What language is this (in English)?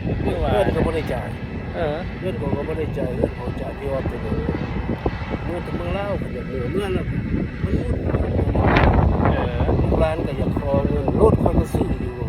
Lao